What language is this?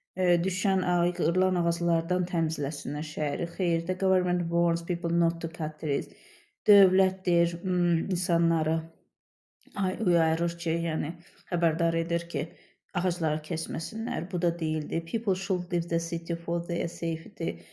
Azerbaijani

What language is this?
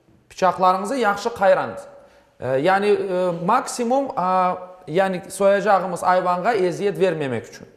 Crimean Tatar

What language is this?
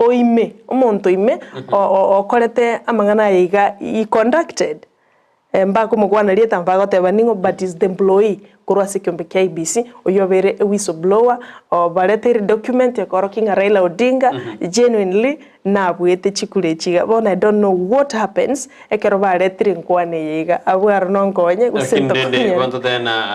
Gusii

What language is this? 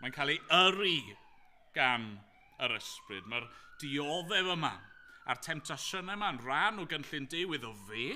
Welsh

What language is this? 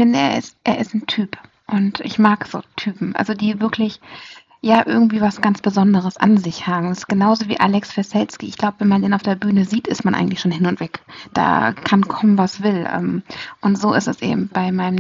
German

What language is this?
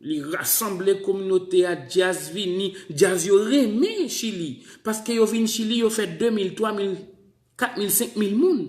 Haitian Creole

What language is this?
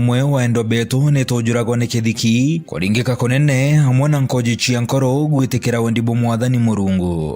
Meru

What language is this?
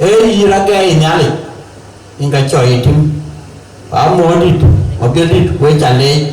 Dinka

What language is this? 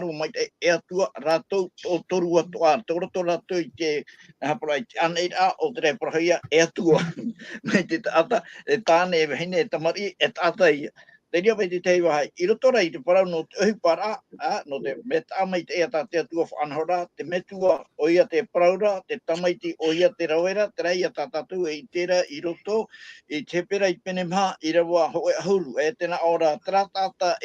Tahitian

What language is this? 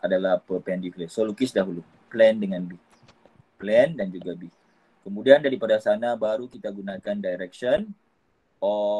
Malay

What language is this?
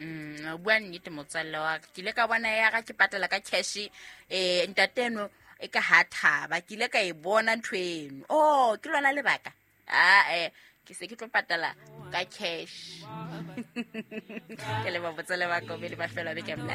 Southern Sotho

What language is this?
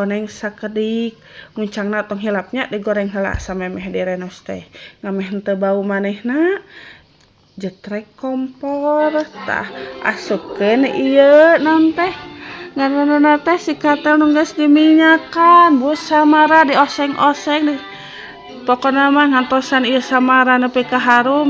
Sundanese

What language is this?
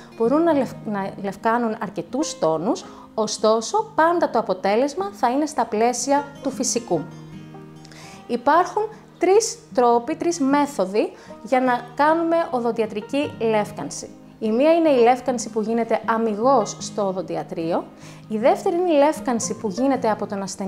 Greek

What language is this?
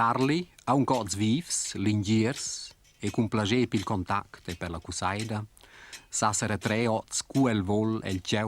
Romansh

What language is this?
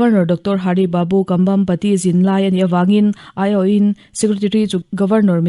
Mizo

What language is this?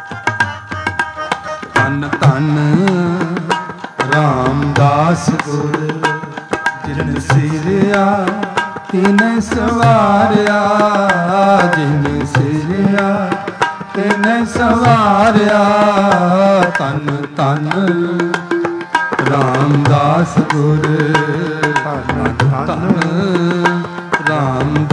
Punjabi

